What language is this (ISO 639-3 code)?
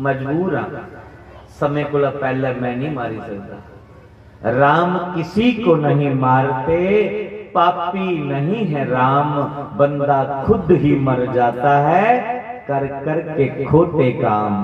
doi